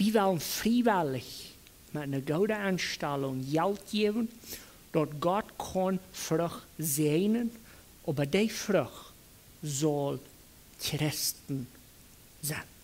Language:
Plautdietsch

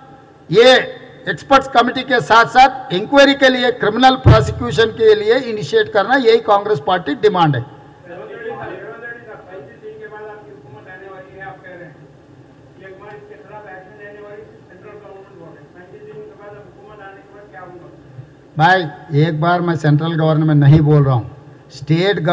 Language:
Telugu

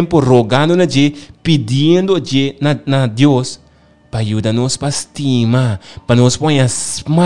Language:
Papiamento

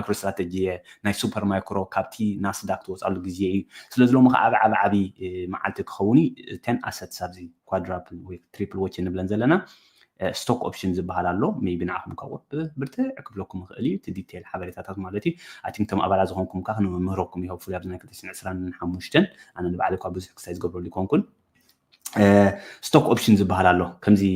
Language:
Tigrinya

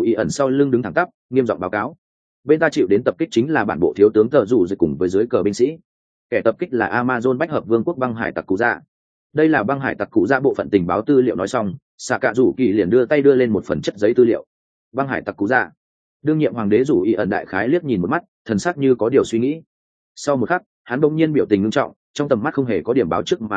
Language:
Vietnamese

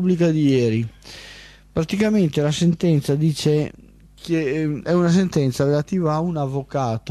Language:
Italian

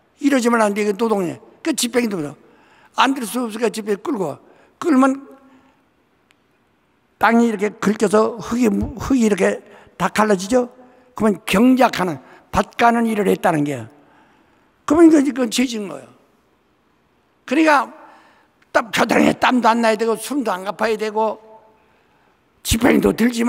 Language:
Korean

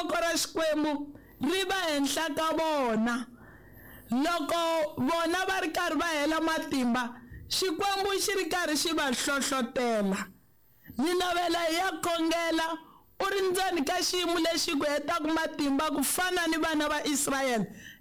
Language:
Tsonga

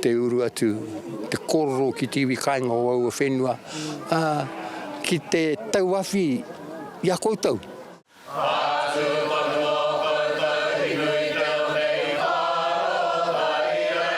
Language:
Māori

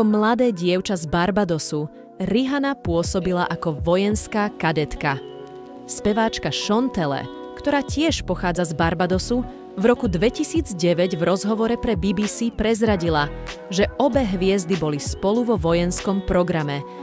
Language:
Slovak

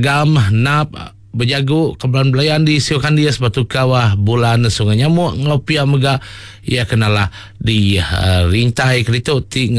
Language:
Iban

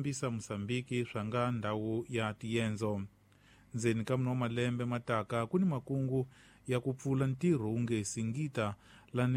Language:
Tsonga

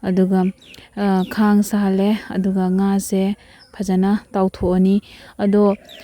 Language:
Manipuri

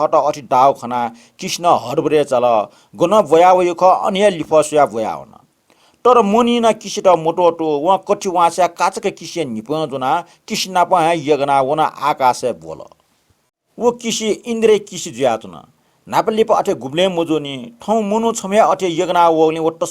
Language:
Newari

